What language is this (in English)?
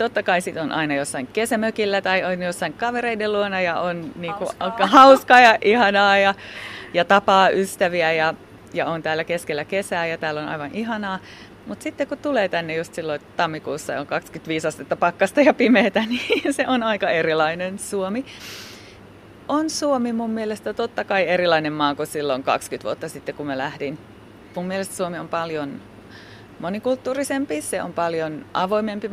Finnish